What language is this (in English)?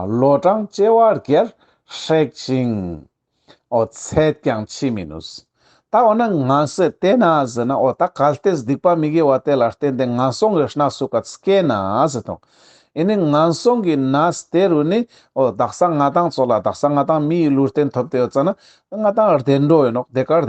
Ladakhi